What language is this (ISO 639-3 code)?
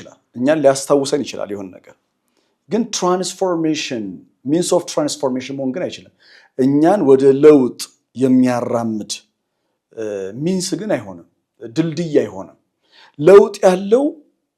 amh